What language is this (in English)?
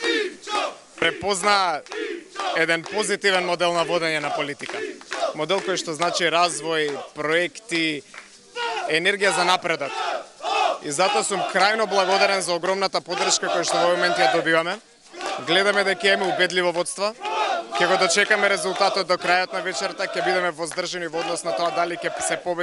Macedonian